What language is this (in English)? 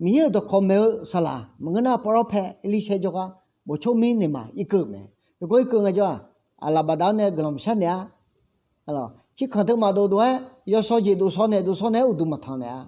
Akha